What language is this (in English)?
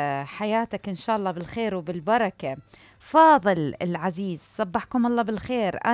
Mesopotamian Arabic